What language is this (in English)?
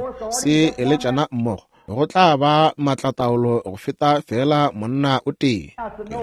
Northern Sotho